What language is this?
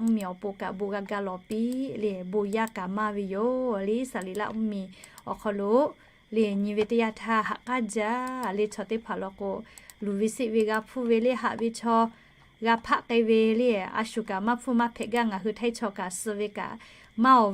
Lahu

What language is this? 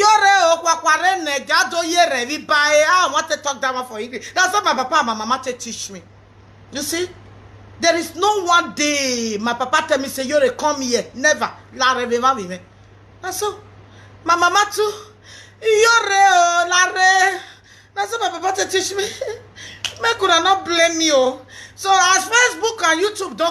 Nigerian Pidgin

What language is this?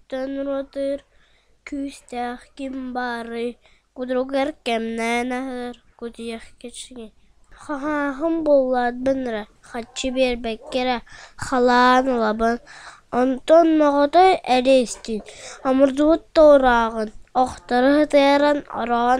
Yakut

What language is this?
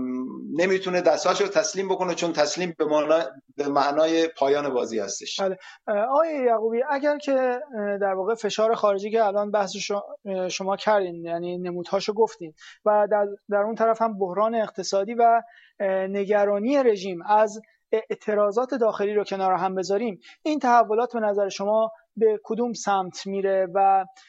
Persian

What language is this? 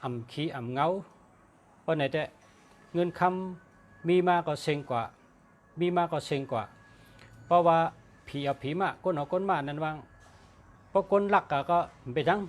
Shan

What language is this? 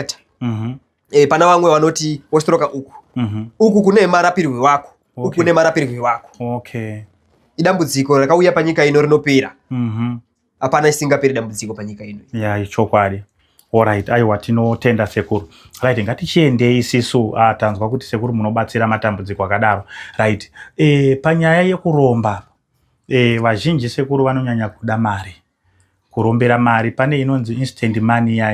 Shona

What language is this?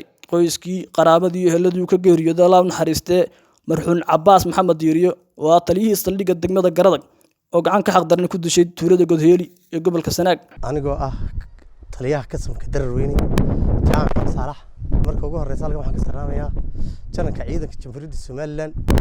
Somali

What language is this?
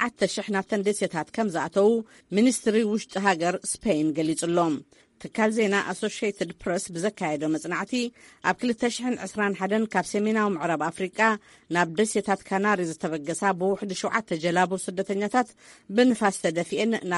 Tigrinya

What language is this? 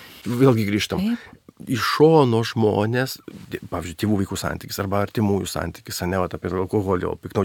Lithuanian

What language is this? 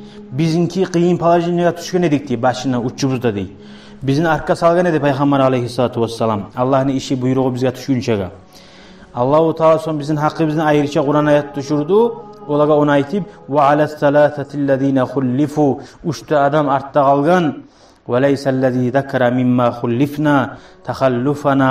Kumyk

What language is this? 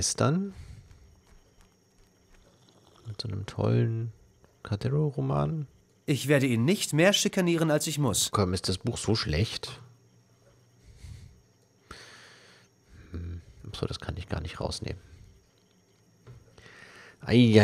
German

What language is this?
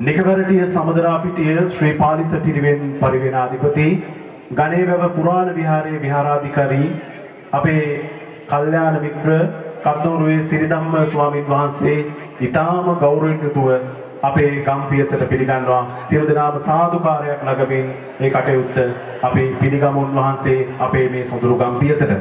Sinhala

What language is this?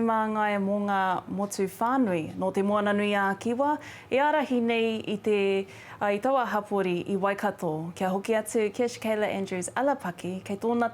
Māori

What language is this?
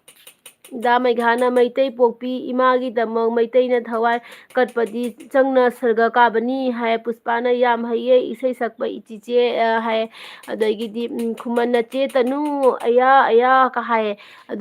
Manipuri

